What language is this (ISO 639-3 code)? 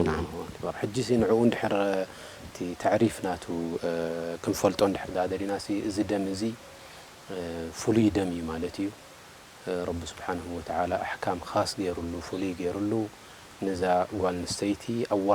tir